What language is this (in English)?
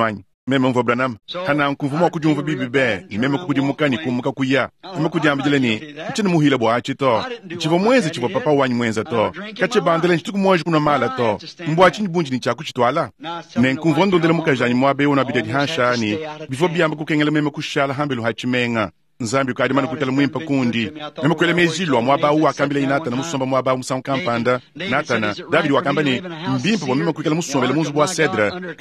Luba-Lulua